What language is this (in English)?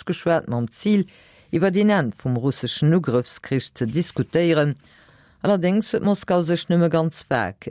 Luxembourgish